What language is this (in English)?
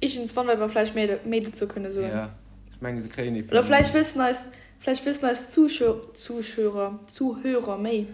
Luxembourgish